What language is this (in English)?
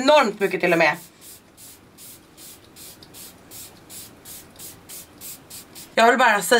Swedish